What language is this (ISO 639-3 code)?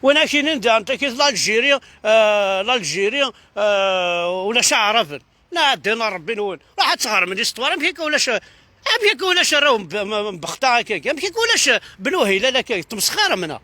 kab